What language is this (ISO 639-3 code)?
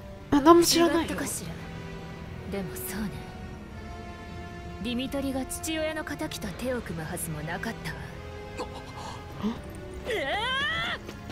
jpn